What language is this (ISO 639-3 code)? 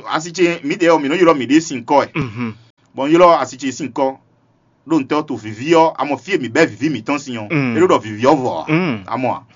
fon